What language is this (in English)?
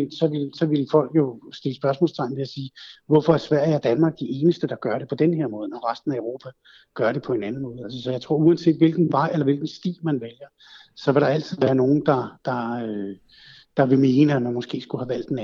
Danish